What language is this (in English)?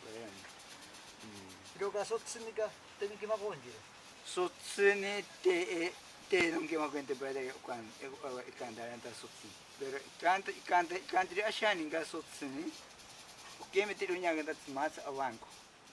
Ashéninka Perené